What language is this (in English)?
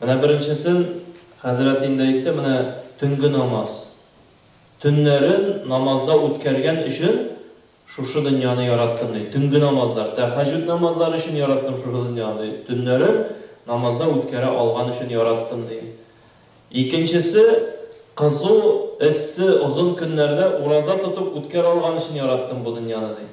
Tatar